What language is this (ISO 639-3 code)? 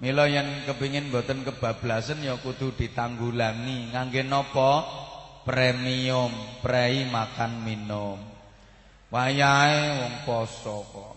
jav